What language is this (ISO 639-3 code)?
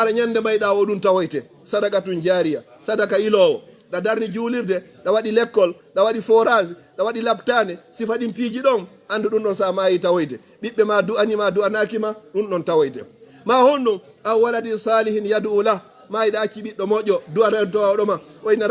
ful